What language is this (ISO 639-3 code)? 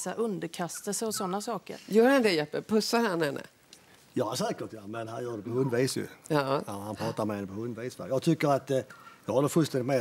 swe